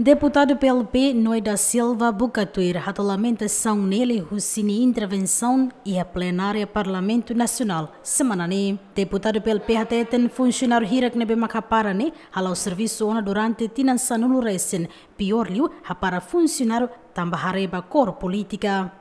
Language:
Tetum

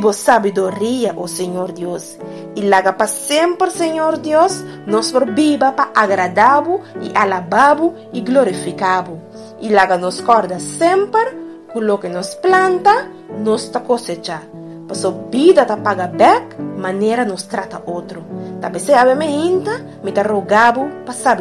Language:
Papiamento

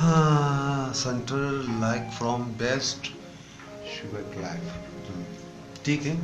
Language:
Baluchi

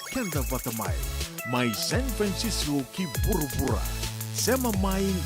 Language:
Fijian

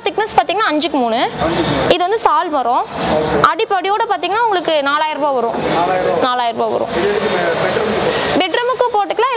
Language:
Tamil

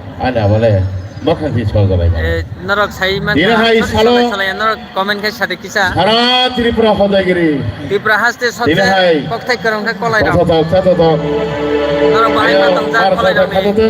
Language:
Kok Borok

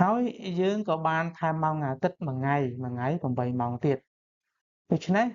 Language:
Khmer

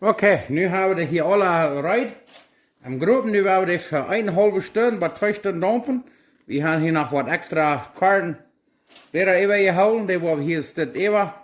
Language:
Plautdietsch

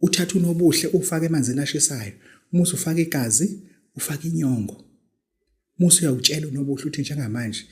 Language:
Zulu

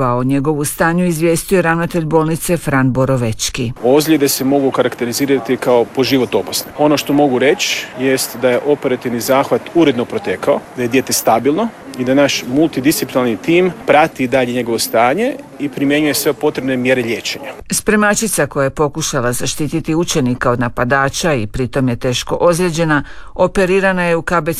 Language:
Croatian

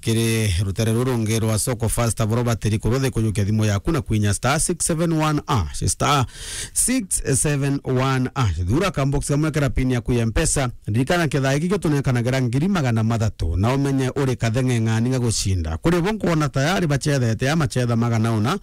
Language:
Meru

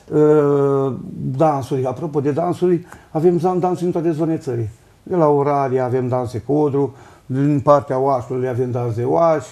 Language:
Romanian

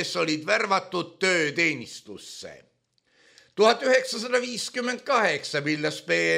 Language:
Estonian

